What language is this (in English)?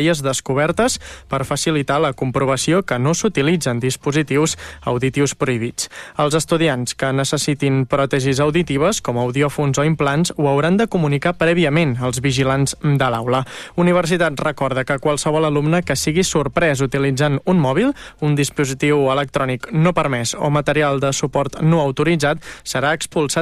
Catalan